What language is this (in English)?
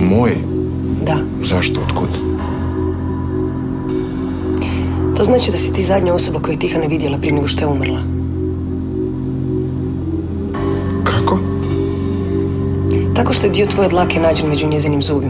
Croatian